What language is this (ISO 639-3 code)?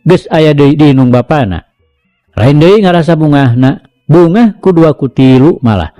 sun